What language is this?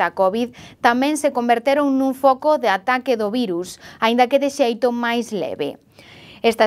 Galician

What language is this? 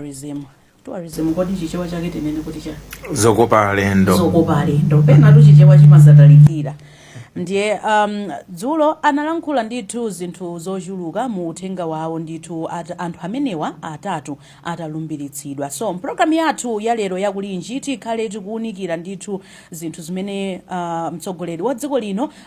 Nyanja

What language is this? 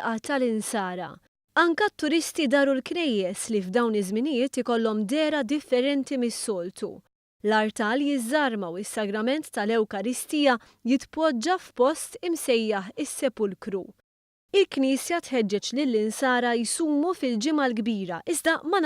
Maltese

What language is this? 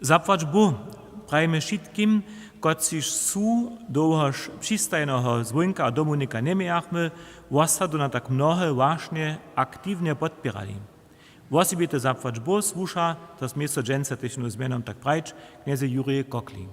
Upper Sorbian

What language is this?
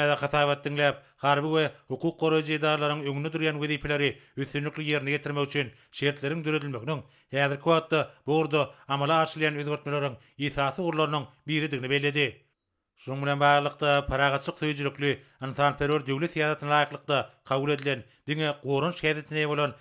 Turkmen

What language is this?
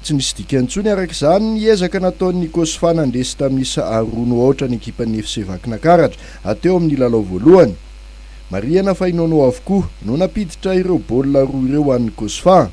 Malagasy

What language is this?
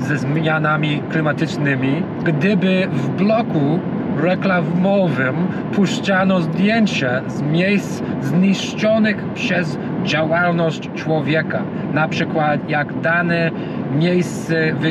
Polish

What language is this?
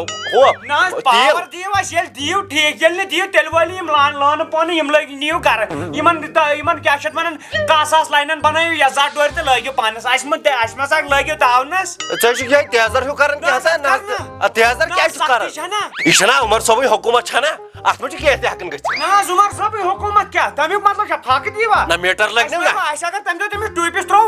Kashmiri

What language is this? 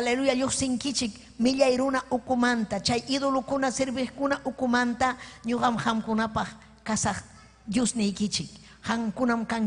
Ayacucho Quechua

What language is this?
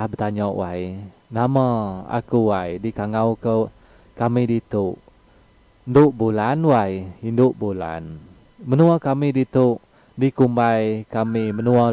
Iban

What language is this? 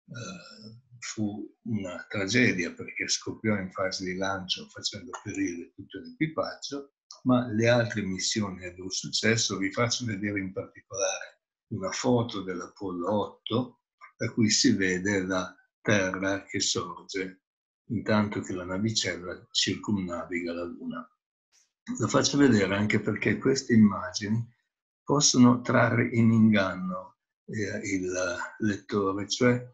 Italian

